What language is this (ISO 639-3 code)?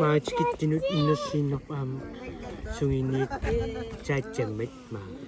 kal